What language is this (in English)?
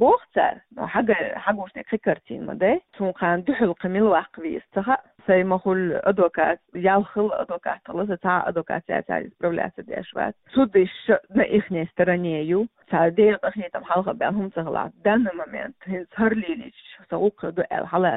Chechen